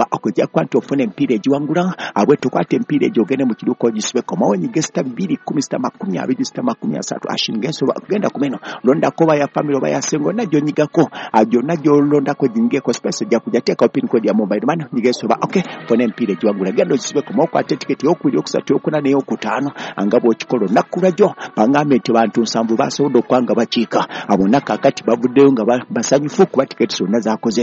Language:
Ganda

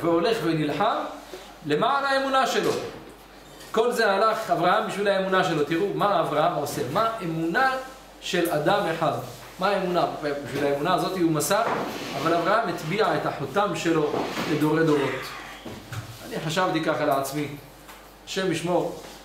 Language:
Hebrew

